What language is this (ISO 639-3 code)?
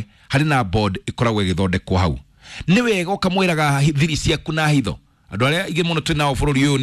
kik